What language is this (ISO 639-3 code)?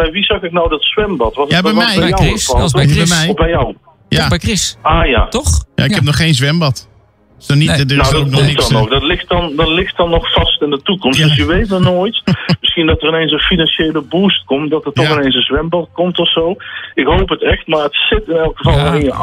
nld